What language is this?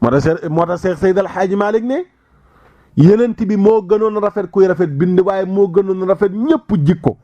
Wolof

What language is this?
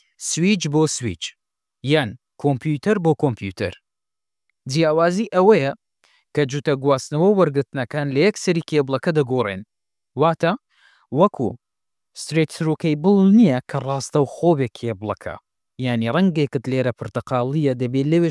Central Kurdish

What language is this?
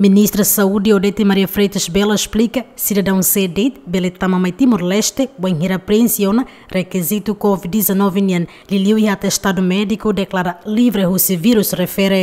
Tetum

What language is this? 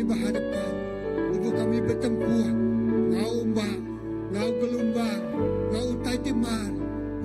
Iban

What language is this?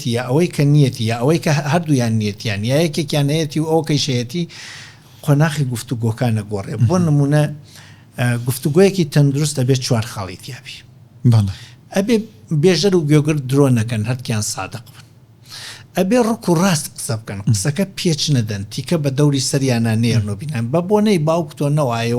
Central Kurdish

